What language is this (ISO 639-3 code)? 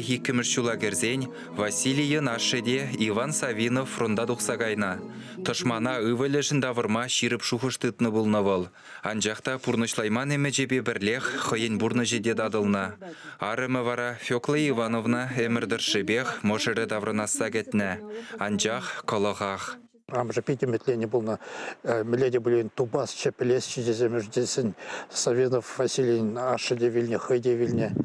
chv